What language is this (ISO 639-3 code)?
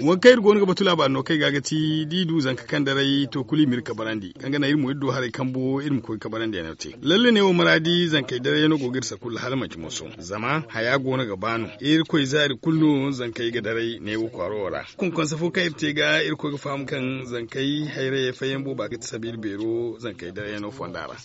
dje